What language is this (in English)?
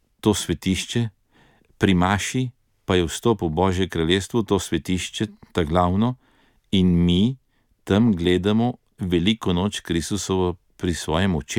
Slovenian